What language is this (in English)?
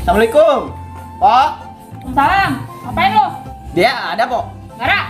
Betawi